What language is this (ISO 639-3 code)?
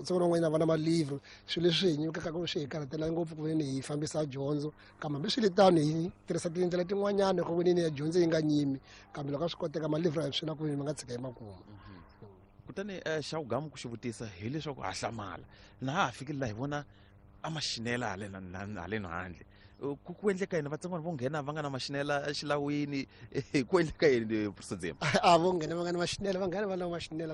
tso